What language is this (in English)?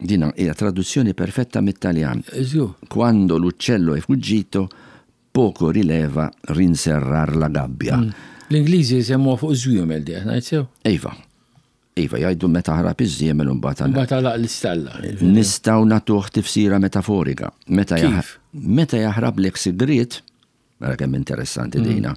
Maltese